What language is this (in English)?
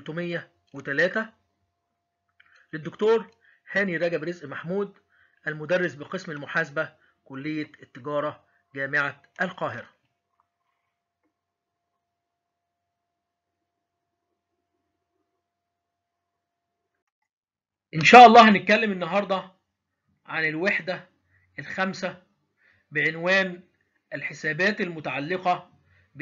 Egyptian Arabic